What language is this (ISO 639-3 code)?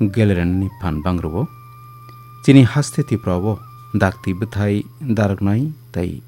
trp